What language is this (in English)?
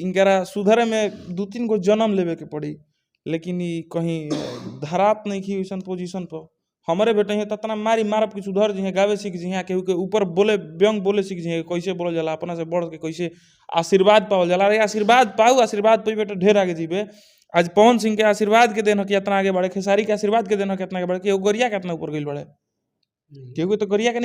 Bhojpuri